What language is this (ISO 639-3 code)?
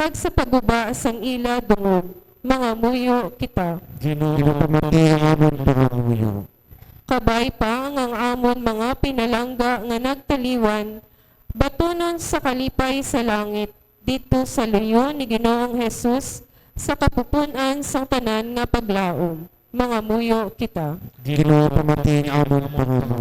hil